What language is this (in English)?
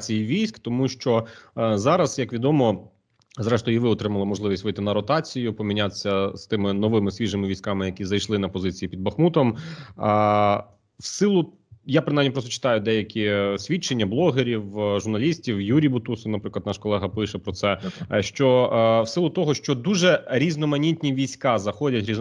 Ukrainian